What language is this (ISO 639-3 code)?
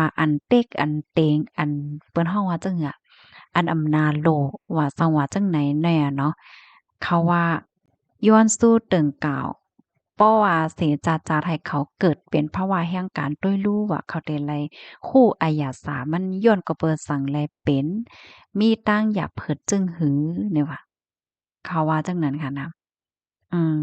shn